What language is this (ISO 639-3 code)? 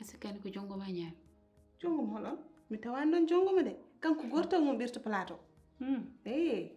ful